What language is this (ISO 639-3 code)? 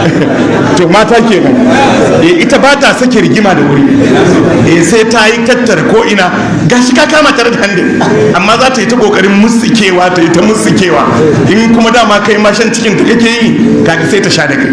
hau